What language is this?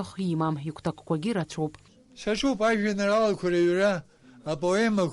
Abkhazian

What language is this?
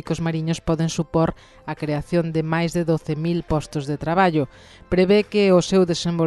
Galician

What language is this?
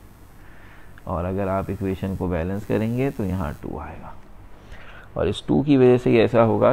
Hindi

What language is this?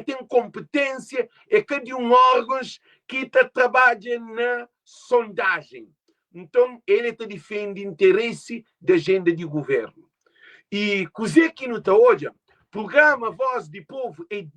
Kabuverdianu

